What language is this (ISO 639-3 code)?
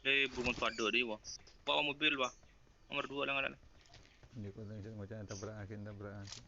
mad